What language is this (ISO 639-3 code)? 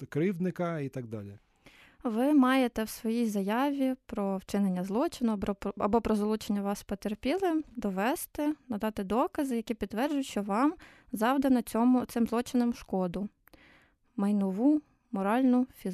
ukr